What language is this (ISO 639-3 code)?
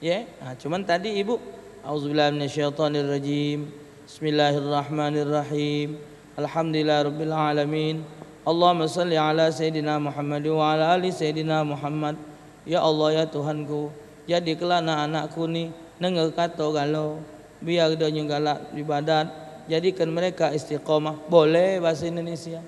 mui